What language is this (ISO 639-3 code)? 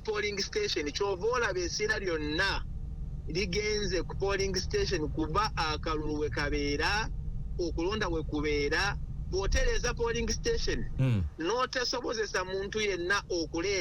lug